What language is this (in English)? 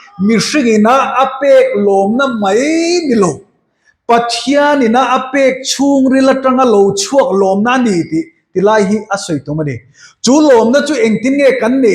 Mizo